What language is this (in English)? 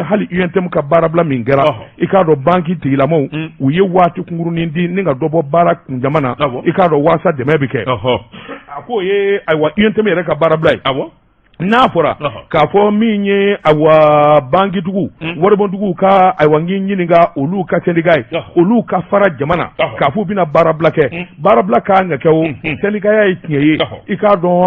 Bambara